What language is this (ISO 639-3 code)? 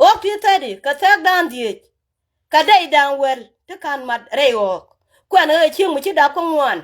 nus